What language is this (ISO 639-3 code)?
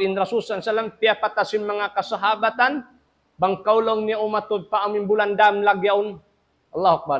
tsg